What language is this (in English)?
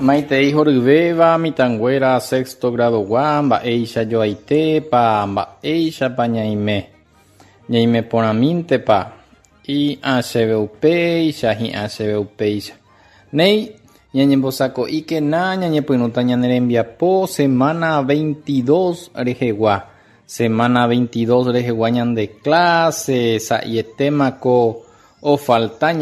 Guarani